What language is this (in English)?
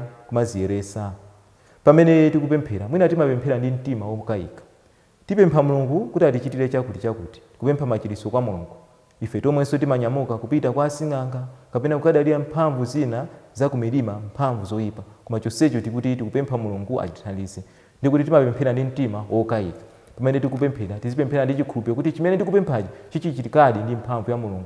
Nyanja